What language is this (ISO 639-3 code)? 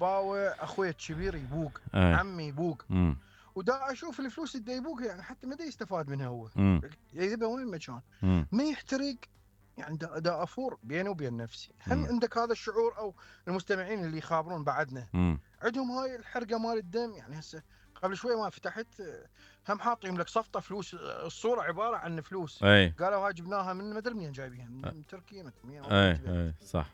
acm